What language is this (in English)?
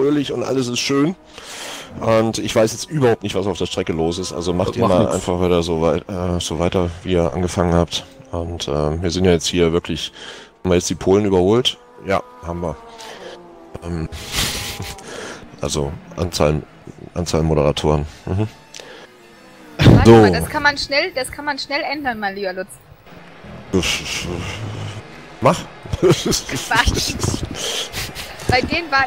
German